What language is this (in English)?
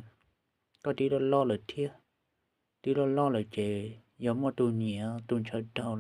Hmong